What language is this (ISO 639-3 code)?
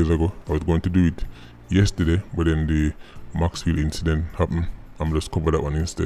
jam